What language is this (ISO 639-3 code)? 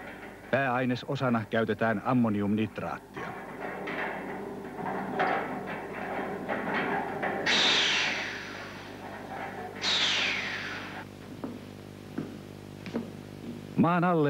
fin